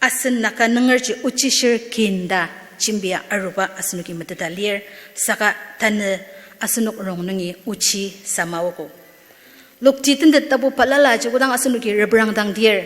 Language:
Ao Naga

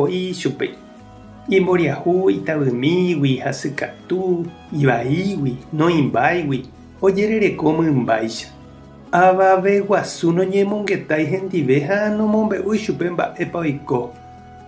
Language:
Guarani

